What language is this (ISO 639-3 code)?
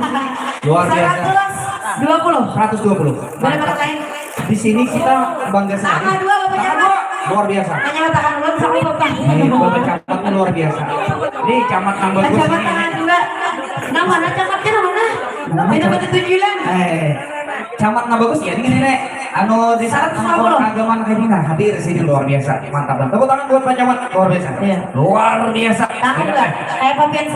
bjn